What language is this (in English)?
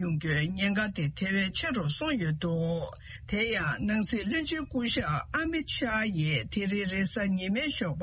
Tibetan